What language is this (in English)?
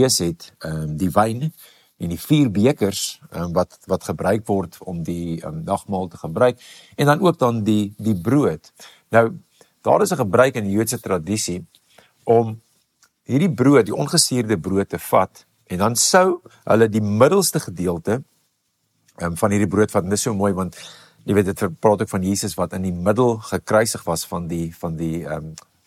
Afrikaans